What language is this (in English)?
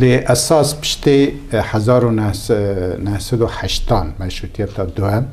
Kurdish